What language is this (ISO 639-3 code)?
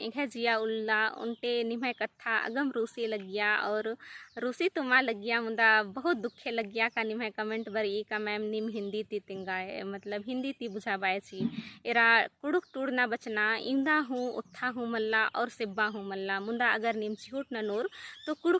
kru